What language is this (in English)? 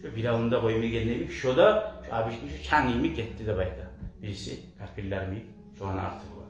Kumyk